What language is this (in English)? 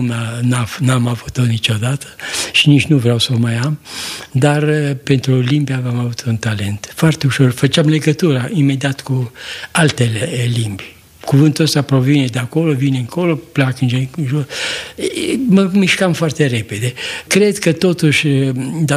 Romanian